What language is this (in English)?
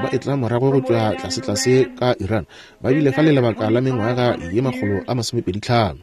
Northern Sotho